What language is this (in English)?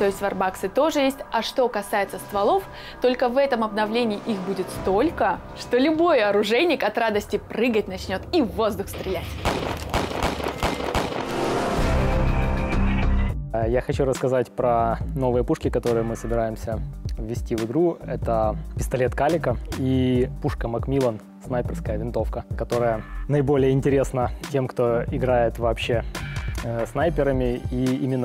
Russian